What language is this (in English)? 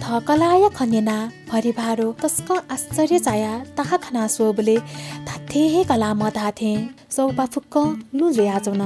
Newari